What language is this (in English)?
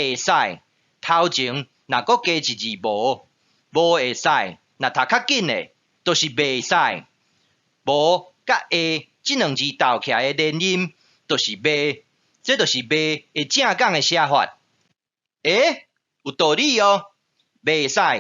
Min Nan Chinese